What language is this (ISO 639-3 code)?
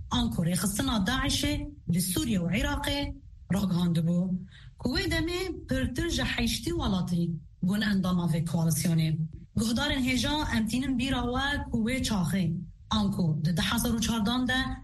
kur